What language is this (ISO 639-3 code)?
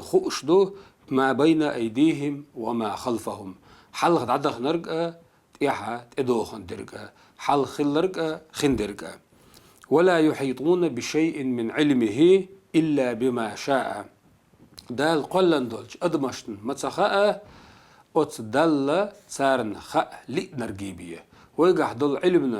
che